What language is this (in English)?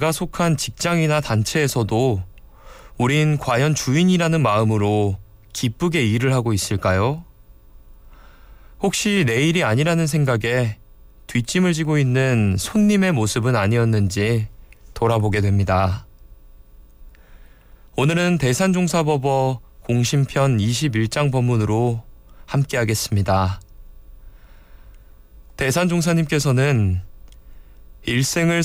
Korean